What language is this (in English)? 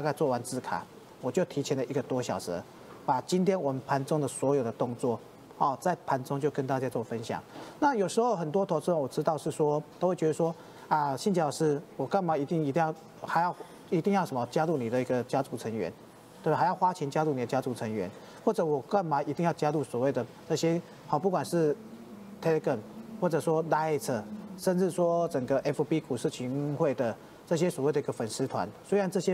Chinese